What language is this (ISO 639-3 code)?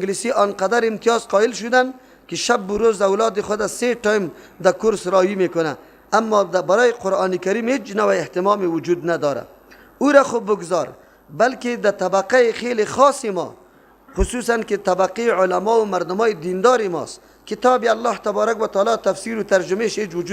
fas